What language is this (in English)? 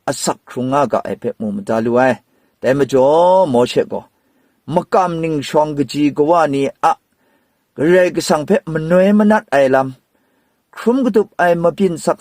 Kachin